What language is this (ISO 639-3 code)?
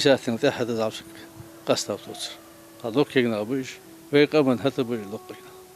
inh